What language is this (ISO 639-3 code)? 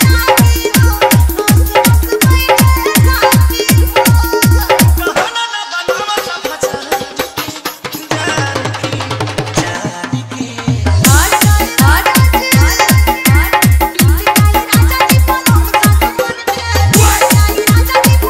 bho